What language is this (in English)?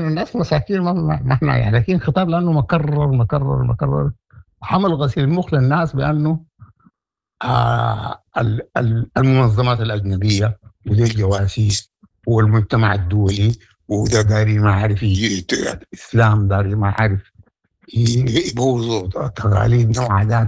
Sudanese Arabic